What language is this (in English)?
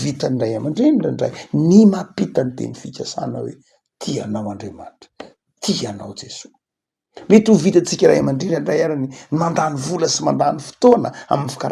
Malagasy